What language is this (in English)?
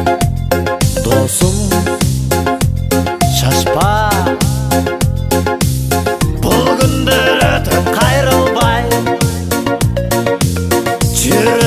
Kazakh